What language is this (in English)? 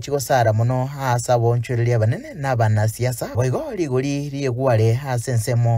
Gusii